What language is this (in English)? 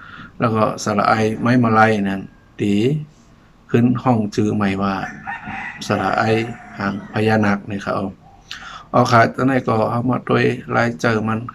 Shan